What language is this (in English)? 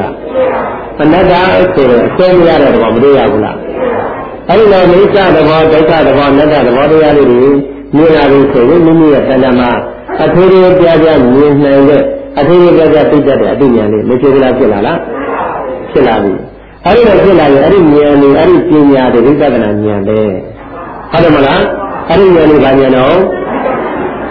Burmese